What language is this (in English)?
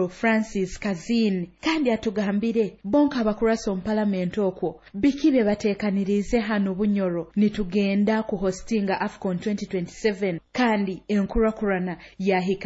Nyoro